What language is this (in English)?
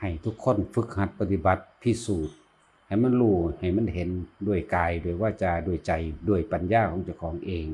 Lao